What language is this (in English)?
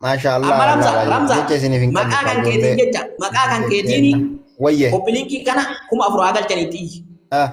Oromo